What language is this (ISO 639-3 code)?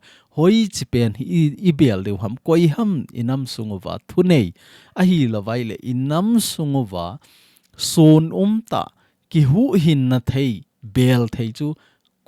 tcz